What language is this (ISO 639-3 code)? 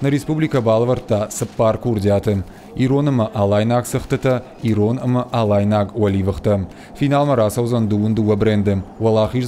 oss